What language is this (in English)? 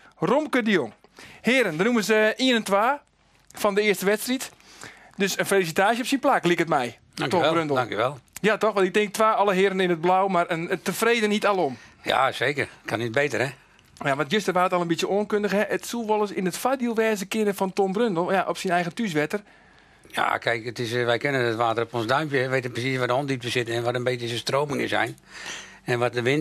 Western Frisian